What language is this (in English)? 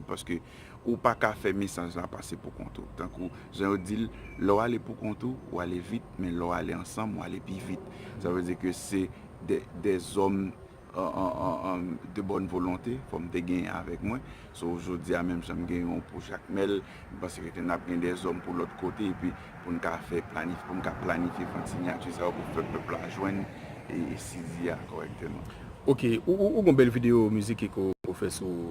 Haitian Creole